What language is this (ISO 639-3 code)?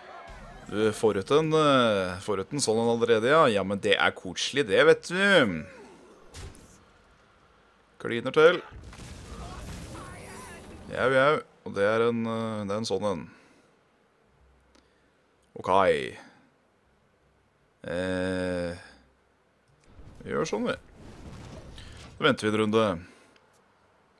nor